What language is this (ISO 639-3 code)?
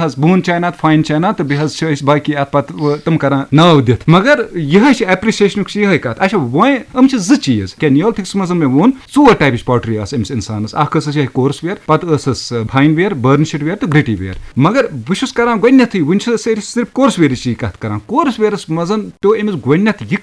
kas